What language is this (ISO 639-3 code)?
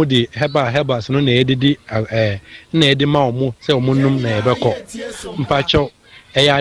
aka